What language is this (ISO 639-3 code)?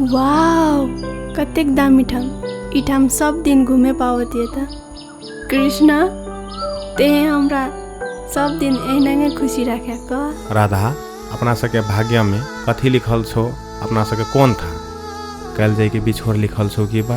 mai